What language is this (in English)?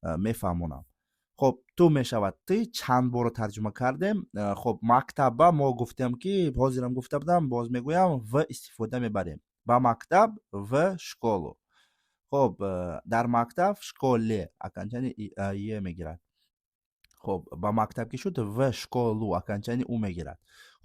Tajik